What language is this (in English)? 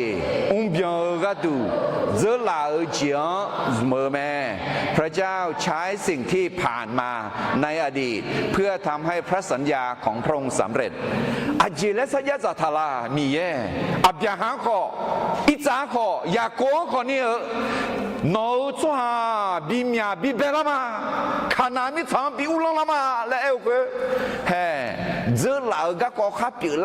Akha